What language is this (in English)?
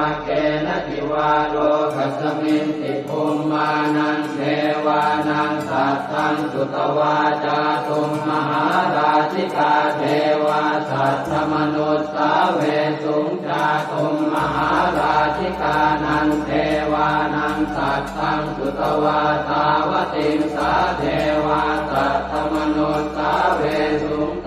Pali